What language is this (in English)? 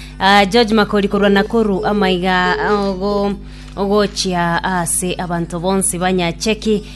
Gusii